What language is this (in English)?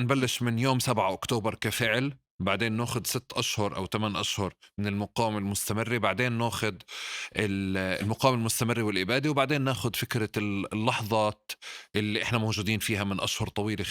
North Levantine Arabic